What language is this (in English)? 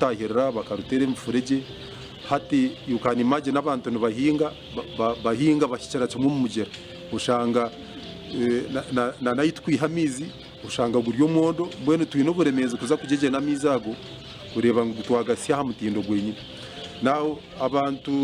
Nyankole